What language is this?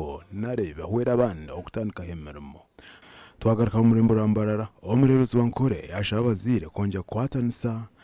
Nyankole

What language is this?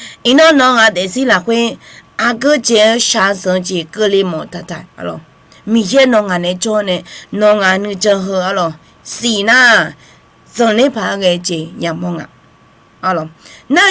Akha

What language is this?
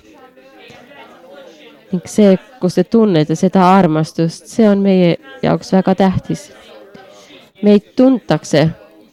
Estonian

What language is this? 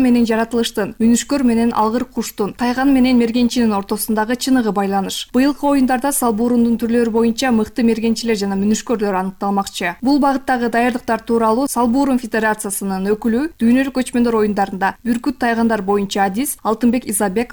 Kyrgyz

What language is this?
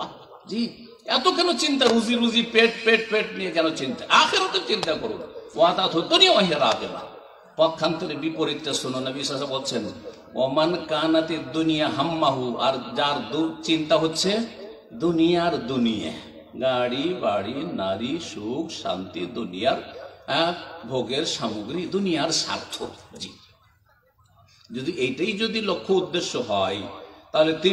Bangla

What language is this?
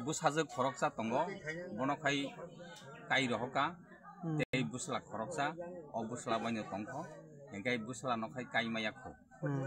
Kok Borok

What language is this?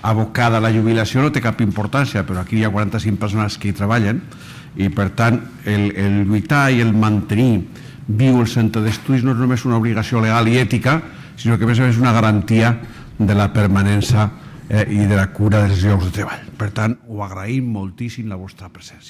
Catalan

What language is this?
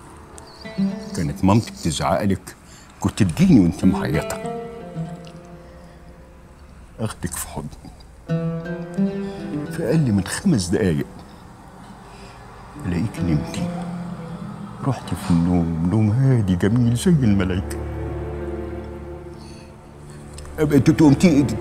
Egyptian Arabic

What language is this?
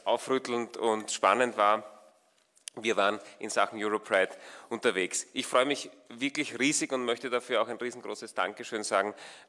German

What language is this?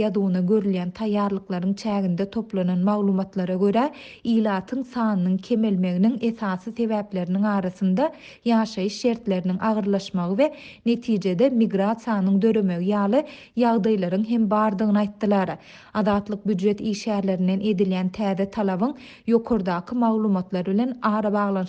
Turkmen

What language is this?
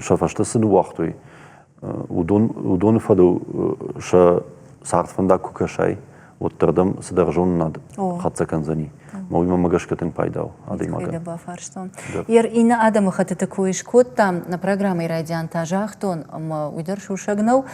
Ossetic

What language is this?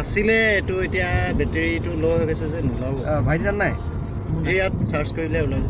Assamese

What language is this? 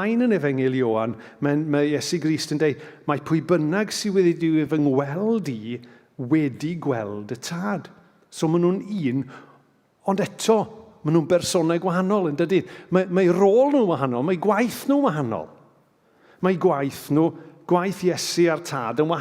Welsh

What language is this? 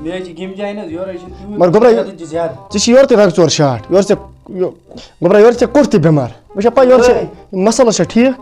Kashmiri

